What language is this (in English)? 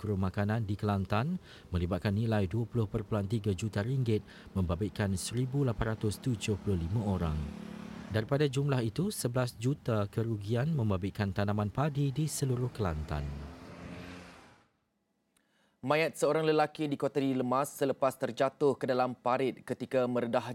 Malay